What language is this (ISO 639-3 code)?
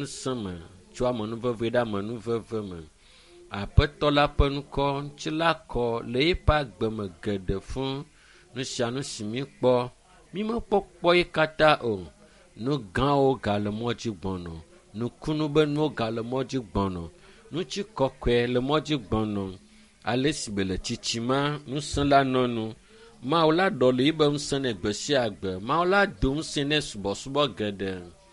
ewe